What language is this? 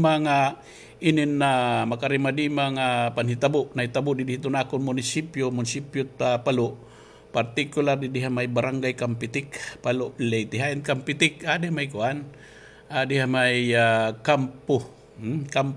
Waray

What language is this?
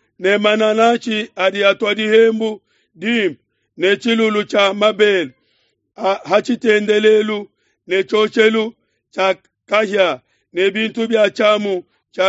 Luba-Lulua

